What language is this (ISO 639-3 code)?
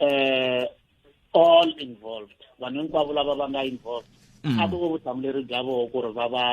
tso